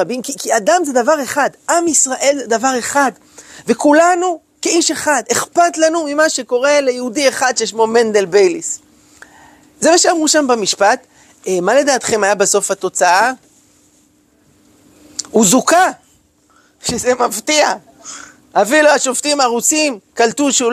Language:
Hebrew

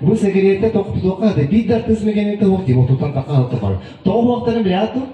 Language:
Yakut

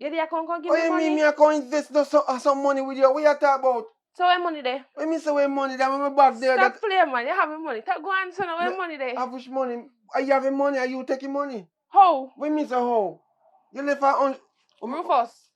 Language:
Jamaican Creole English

